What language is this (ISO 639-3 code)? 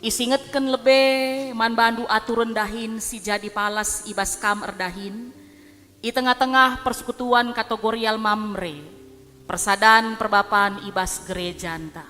btx